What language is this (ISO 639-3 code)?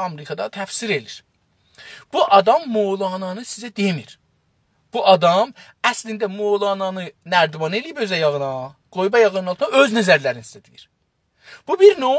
azb